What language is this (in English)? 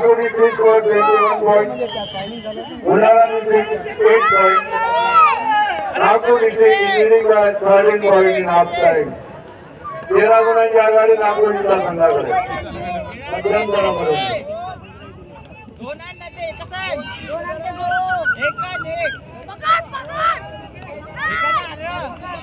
Marathi